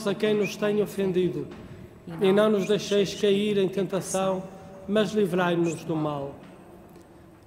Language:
Portuguese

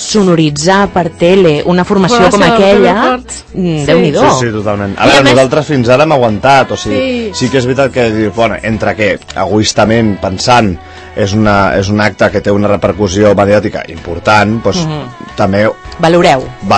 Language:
Catalan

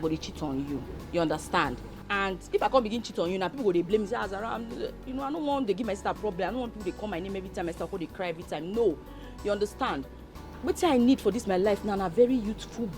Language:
Nigerian Pidgin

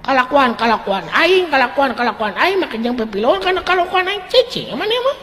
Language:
Sundanese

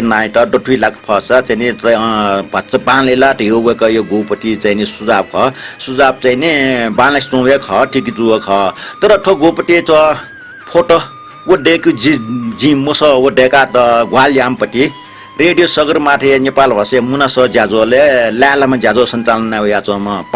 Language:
Newari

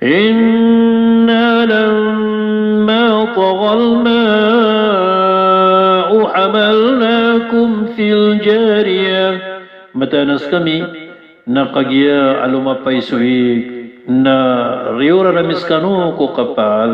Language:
Maranao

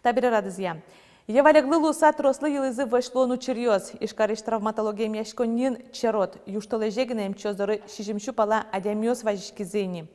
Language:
Udmurt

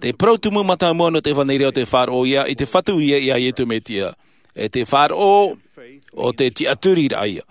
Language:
Tahitian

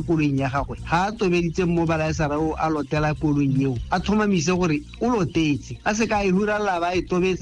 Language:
Tswana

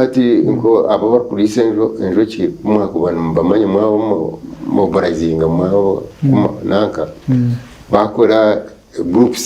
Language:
Nyankole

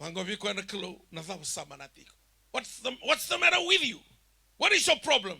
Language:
Fijian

